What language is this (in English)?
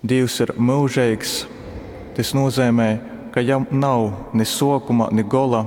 Latgalian